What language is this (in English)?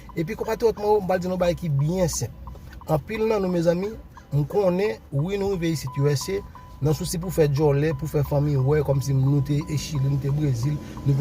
Haitian Creole